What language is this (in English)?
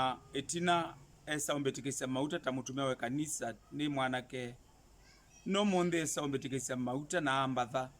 Kamba